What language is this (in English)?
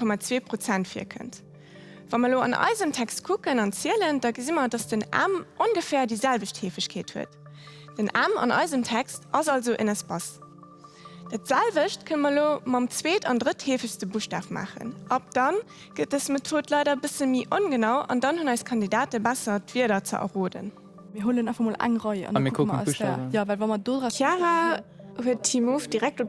Luxembourgish